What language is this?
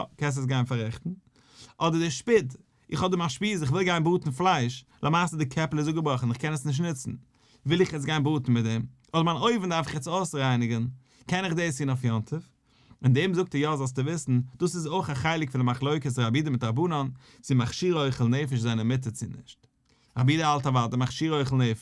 Yiddish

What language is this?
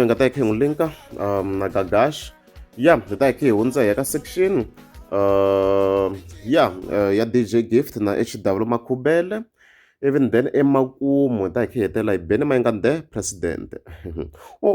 Tsonga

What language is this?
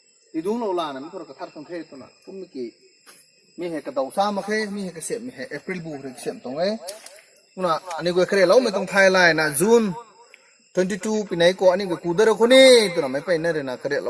Rongmei Naga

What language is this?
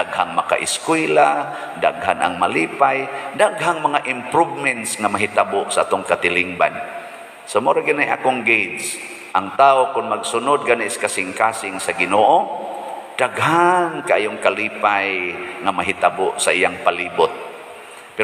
Cebuano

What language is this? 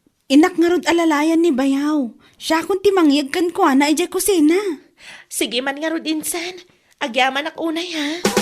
Iloko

